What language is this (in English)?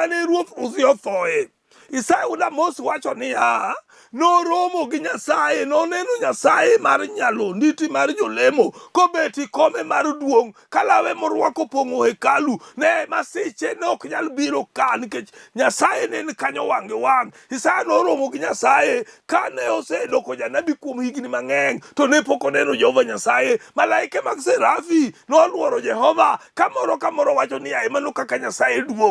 Luo (Kenya and Tanzania)